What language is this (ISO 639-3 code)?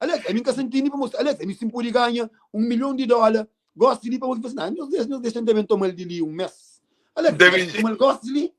kea